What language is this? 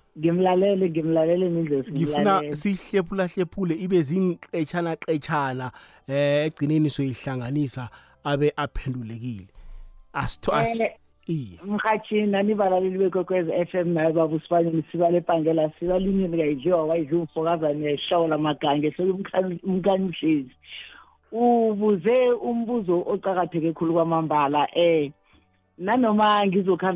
South Ndebele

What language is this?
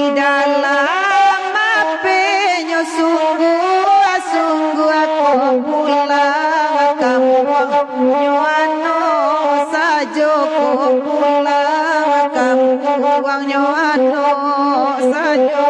Minangkabau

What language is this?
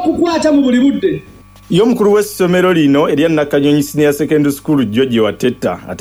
Ganda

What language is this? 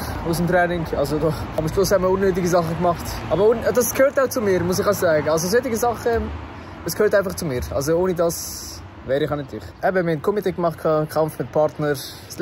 Swiss German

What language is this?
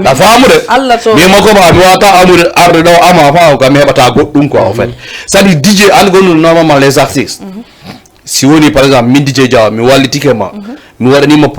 Fula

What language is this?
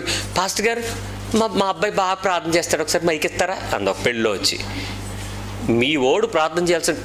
Telugu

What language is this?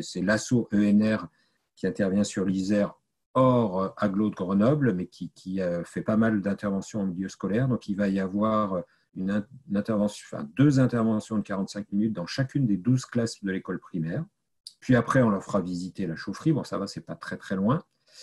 French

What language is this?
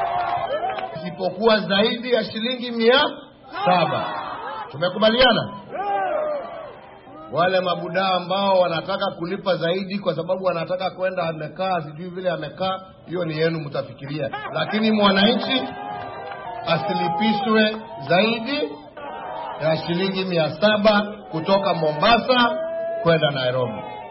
Swahili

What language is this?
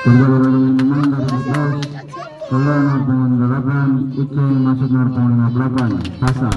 Ambonese Malay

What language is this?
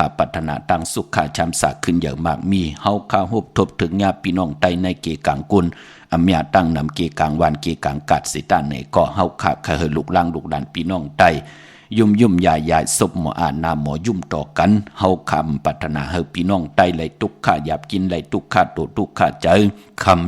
Shan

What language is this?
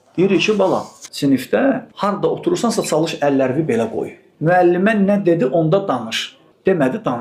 Azerbaijani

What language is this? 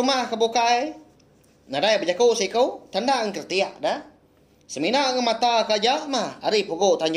Iban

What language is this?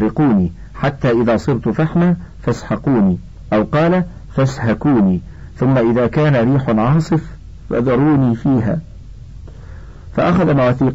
Arabic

